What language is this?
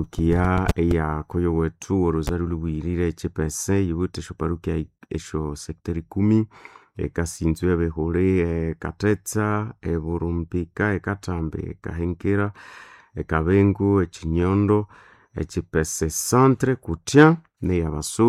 Nande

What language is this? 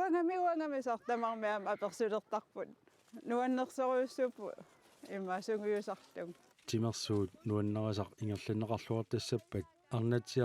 Kalaallisut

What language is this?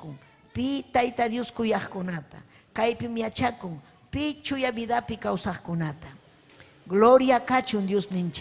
Ayacucho Quechua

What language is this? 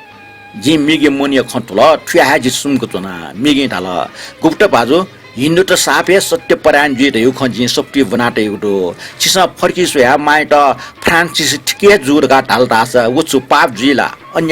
Newari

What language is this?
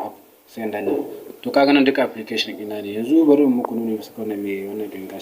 Hausa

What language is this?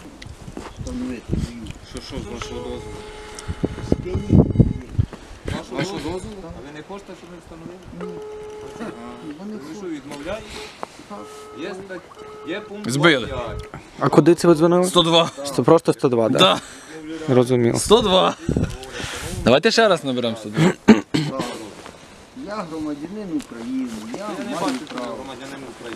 Ukrainian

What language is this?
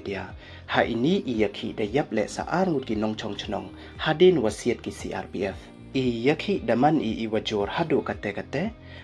Pnar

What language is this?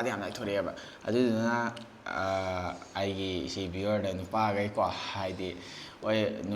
Manipuri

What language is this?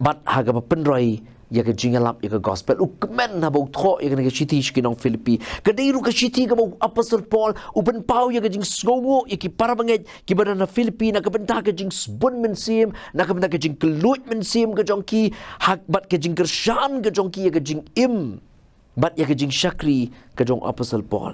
Khasi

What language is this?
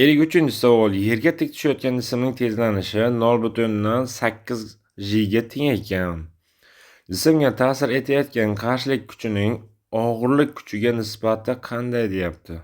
Uzbek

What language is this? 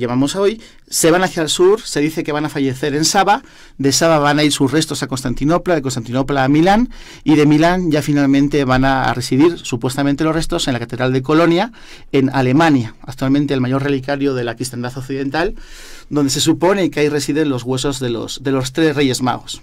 Spanish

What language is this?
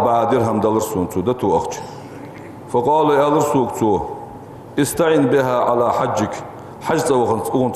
Ingush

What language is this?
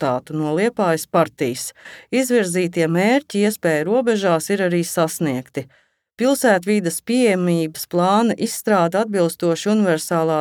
Latvian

